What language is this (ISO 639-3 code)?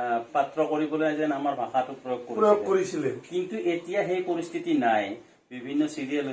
asm